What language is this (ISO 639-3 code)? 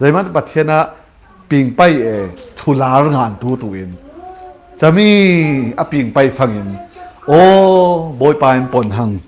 cfm